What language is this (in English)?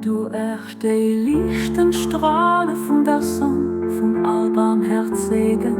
Luxembourgish